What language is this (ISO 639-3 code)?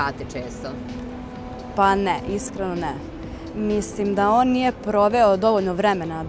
srp